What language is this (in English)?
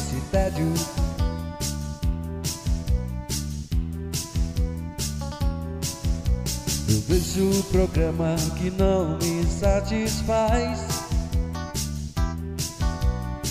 Portuguese